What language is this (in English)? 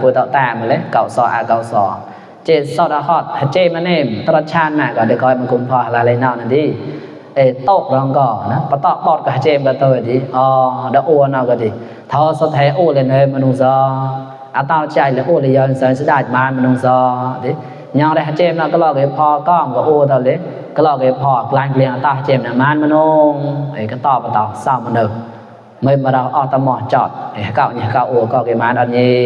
Mon